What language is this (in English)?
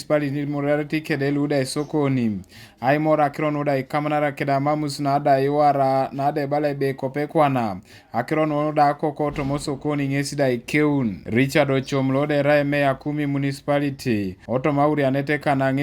Teso